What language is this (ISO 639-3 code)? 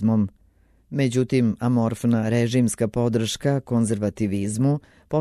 srp